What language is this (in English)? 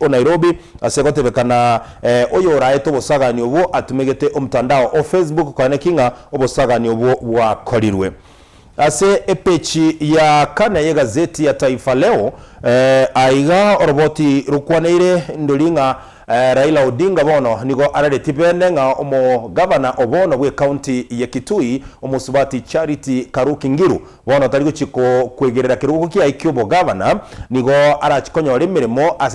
Gusii